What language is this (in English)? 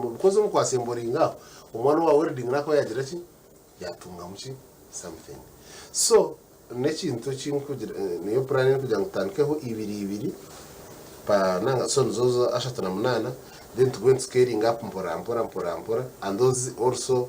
Nyankole